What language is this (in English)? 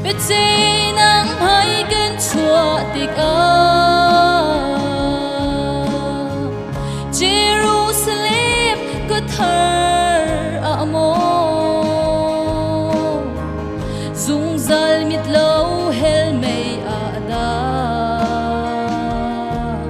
Hakha Chin